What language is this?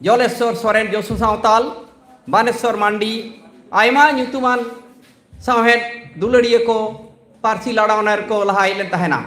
Santali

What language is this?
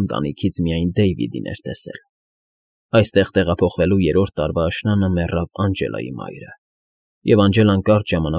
Armenian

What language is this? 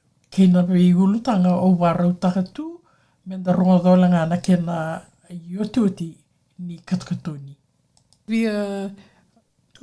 Fijian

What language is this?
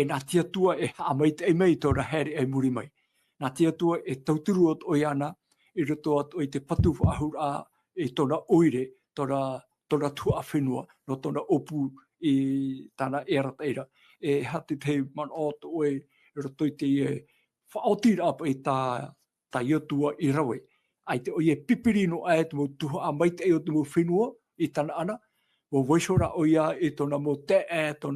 Tahitian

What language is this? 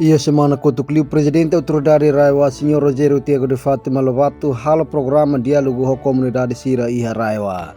Tetum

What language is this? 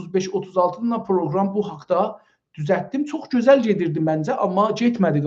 South Azerbaijani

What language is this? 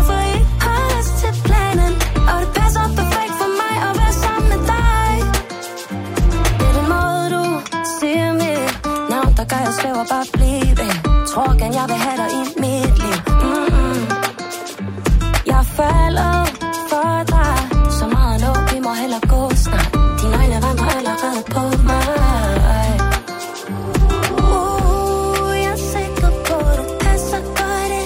Danish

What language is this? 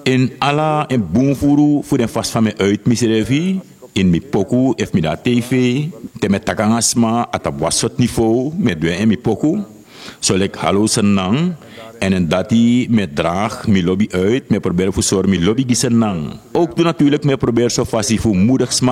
Sranan Tongo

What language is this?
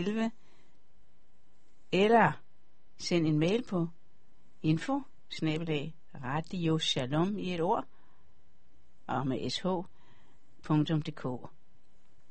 Danish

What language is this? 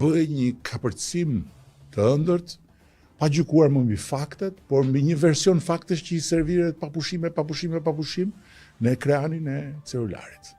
Albanian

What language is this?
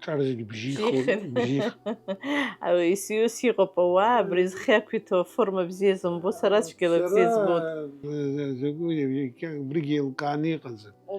Abkhazian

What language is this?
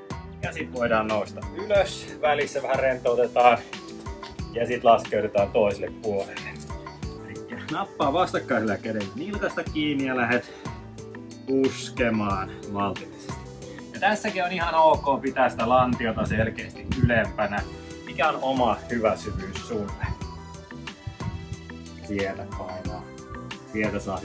Finnish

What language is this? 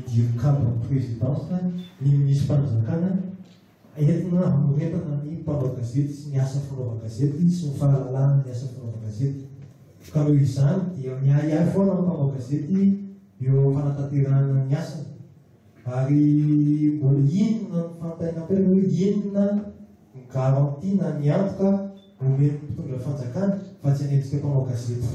Malagasy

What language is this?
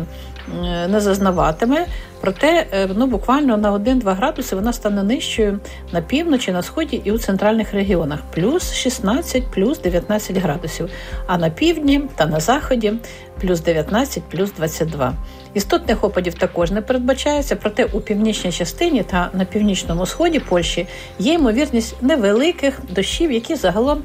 Ukrainian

